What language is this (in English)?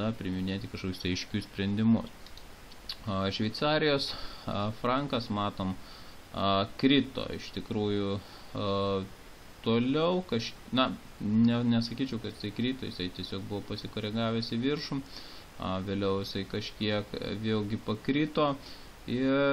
Lithuanian